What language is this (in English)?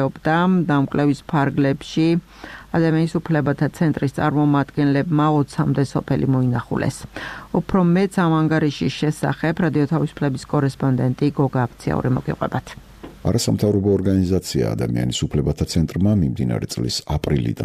Georgian